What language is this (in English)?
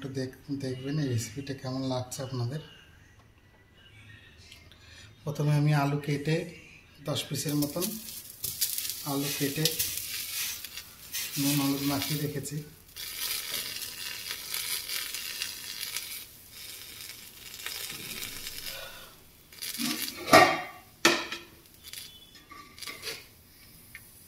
Bangla